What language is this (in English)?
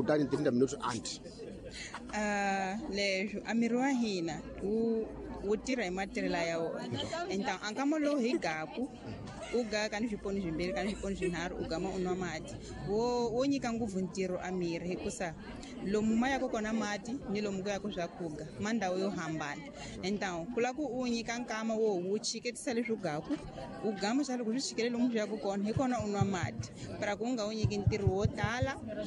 Tsonga